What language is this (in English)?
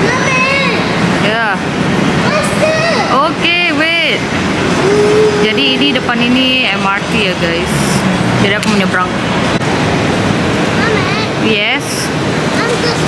Indonesian